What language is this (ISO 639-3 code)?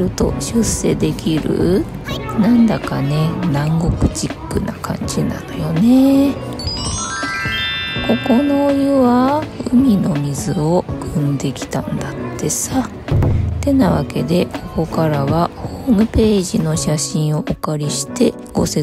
jpn